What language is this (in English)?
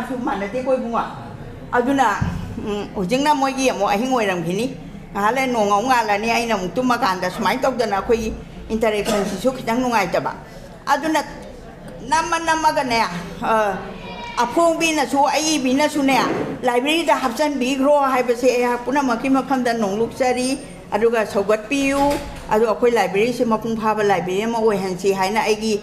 Manipuri